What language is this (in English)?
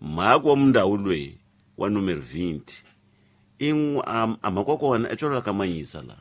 Tsonga